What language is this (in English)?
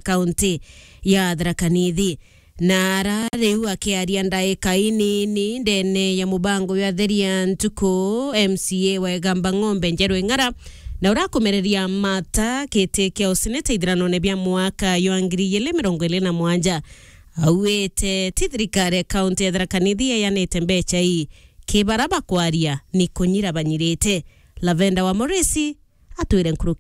Meru